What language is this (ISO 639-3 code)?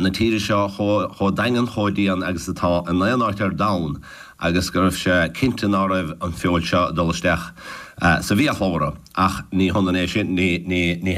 gle